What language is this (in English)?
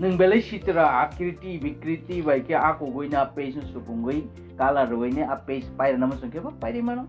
Kok Borok